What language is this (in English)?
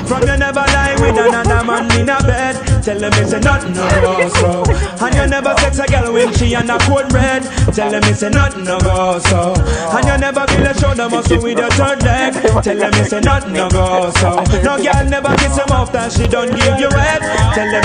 Jamaican Creole English